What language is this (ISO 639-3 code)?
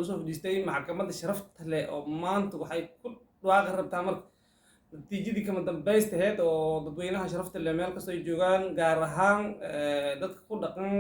som